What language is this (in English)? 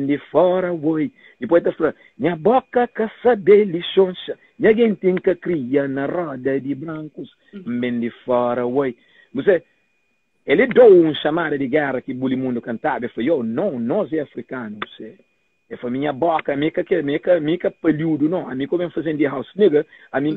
Kabuverdianu